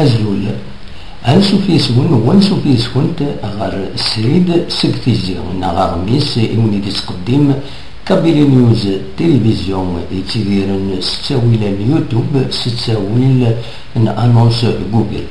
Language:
Kabyle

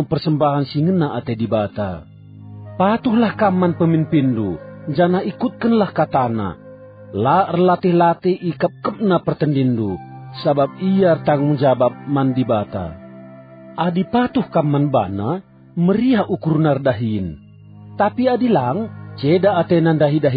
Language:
Batak Karo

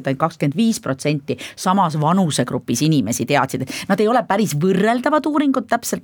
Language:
Estonian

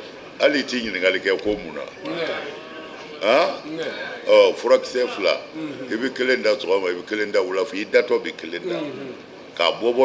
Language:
Bambara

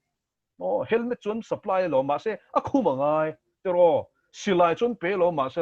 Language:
Mizo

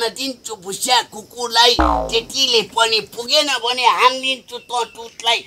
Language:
Nepali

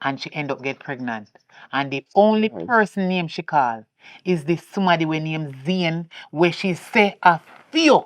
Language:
Jamaican Creole English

